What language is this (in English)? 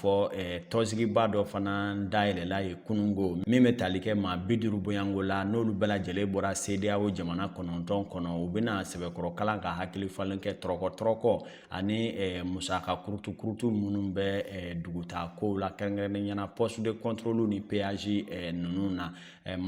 Bambara